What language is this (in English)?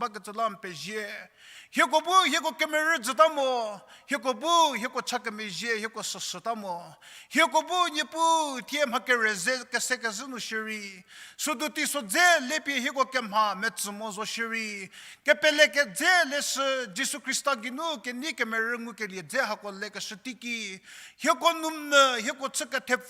Angami Naga